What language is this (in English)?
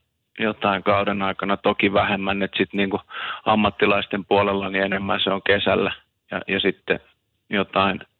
Finnish